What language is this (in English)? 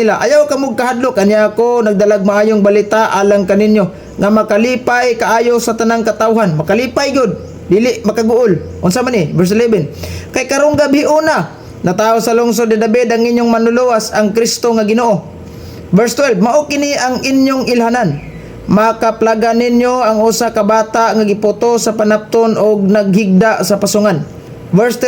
Cebuano